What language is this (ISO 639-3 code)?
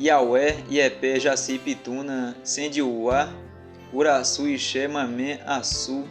yrl